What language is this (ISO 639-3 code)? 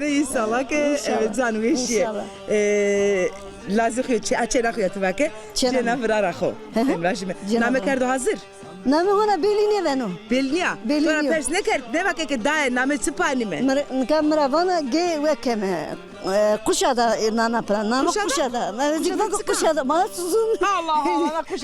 zza